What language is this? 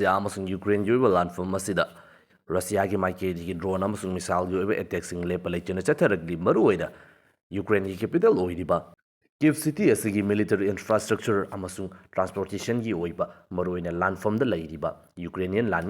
Manipuri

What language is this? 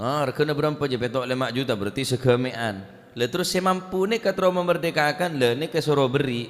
Madurese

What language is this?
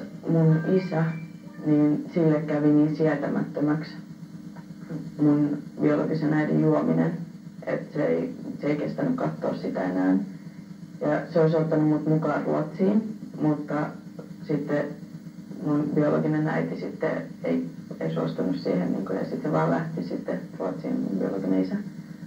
Finnish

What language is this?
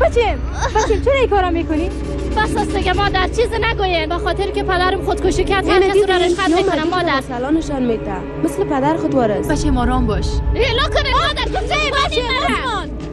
Persian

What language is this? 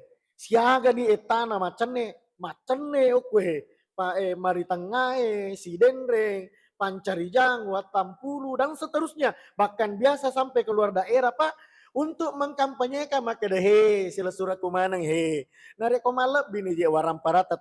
Buginese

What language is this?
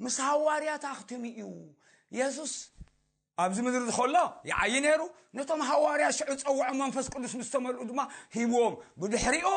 Tigrinya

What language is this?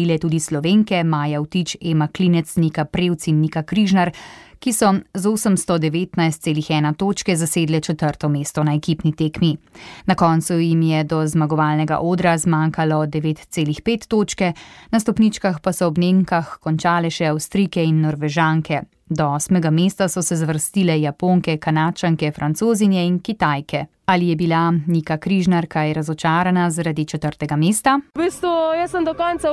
Slovenian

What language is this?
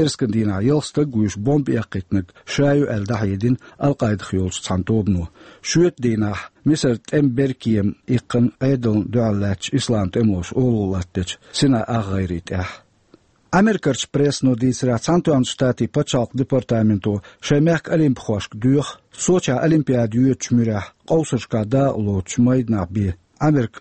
Chechen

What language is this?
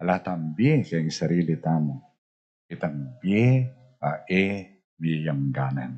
Pampanga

